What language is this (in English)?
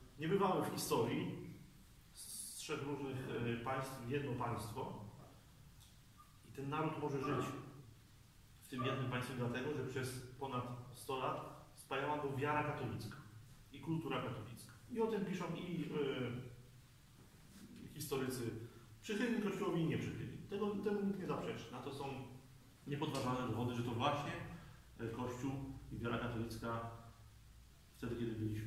Polish